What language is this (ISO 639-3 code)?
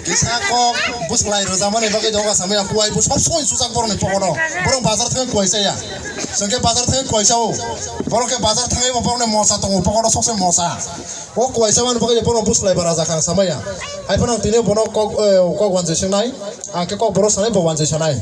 trp